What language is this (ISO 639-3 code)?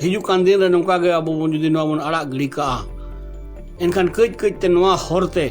sat